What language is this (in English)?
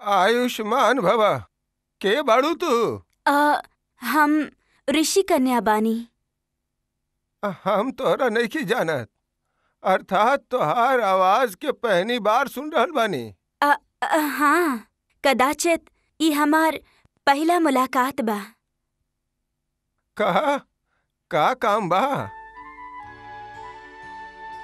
Bhojpuri